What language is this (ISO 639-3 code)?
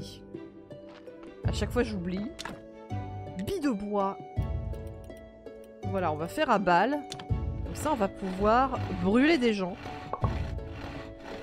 fra